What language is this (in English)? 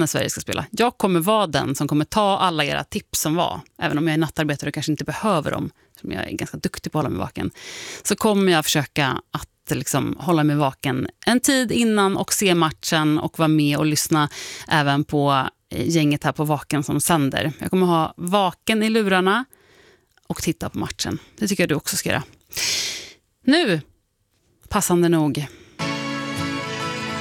Swedish